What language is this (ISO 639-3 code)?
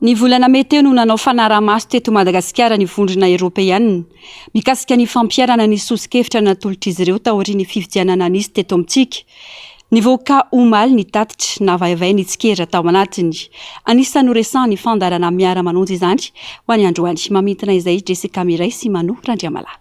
mlg